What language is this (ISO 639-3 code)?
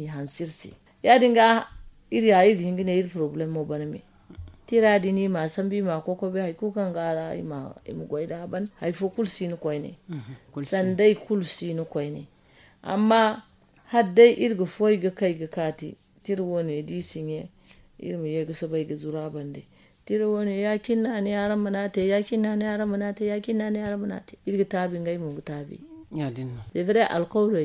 dje